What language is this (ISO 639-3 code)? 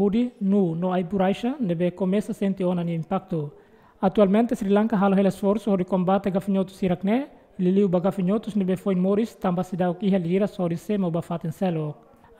tet